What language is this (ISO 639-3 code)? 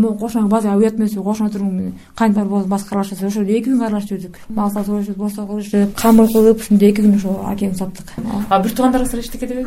kir